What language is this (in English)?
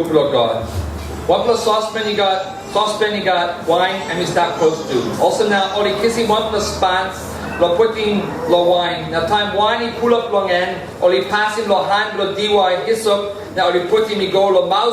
Tok Pisin